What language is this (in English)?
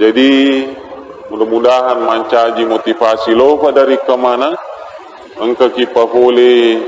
Buginese